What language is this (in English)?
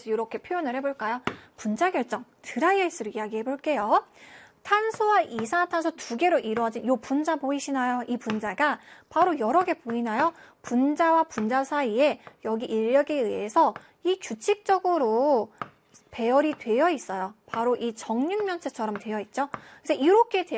Korean